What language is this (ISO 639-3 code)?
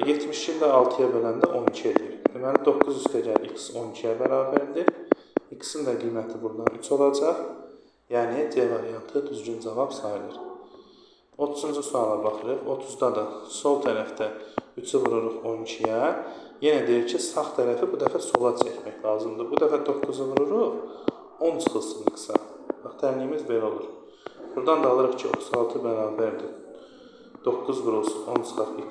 aze